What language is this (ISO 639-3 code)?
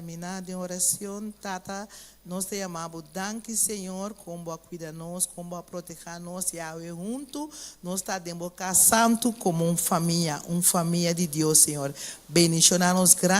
pap